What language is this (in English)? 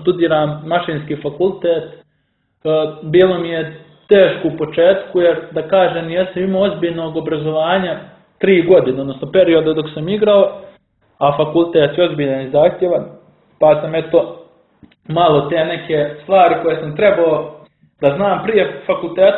Bosnian